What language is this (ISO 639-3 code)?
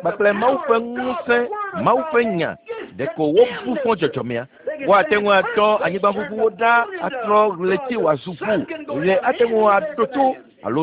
ewe